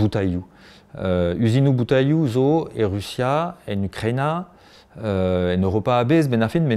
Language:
Breton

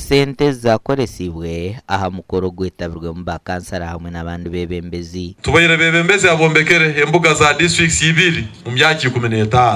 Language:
Nyankole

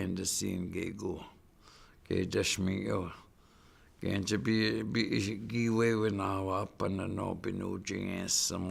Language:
Chippewa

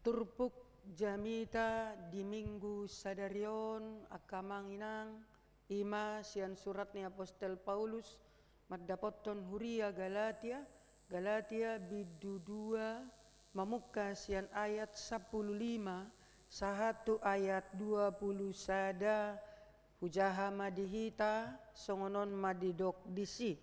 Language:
Batak Toba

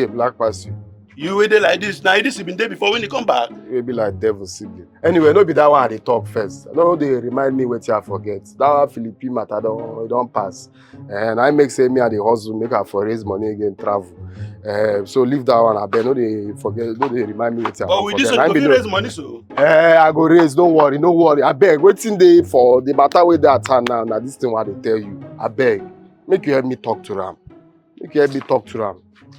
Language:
Nigerian Pidgin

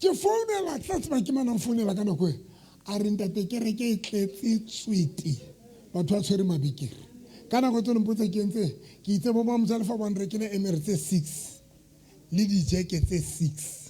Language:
Southern Sotho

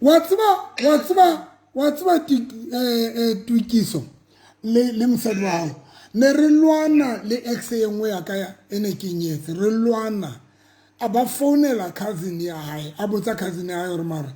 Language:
Southern Sotho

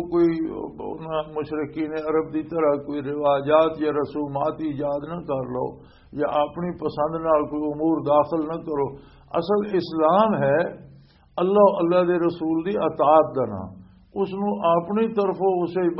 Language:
Western Panjabi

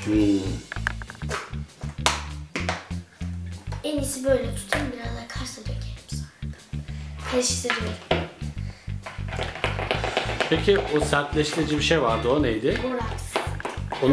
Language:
Turkish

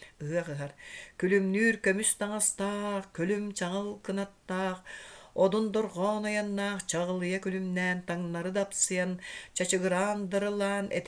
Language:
Yakut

